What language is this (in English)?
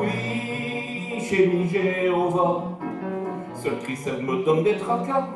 Picard